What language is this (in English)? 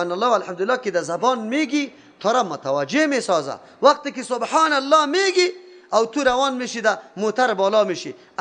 Persian